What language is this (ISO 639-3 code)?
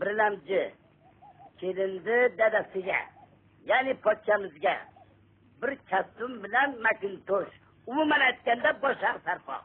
uzb